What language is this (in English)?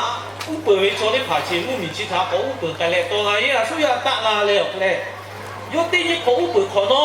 Lahu